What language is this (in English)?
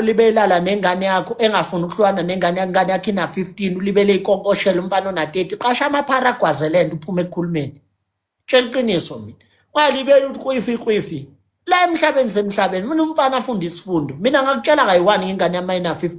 Zulu